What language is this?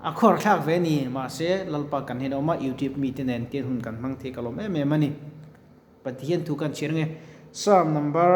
Mizo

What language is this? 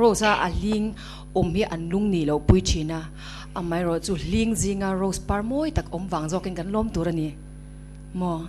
Mizo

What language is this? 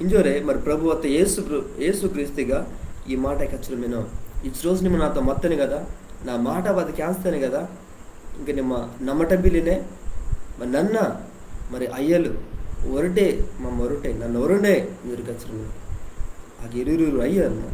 Koya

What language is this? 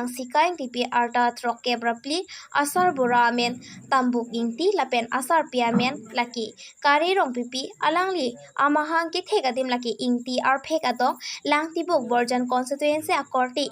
Karbi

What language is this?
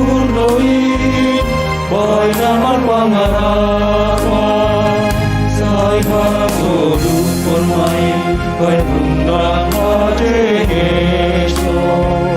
Batak Simalungun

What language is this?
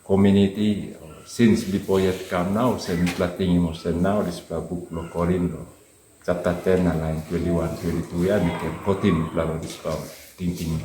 Tok Pisin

